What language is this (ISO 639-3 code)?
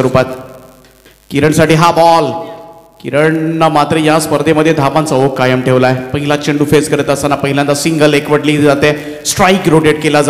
mar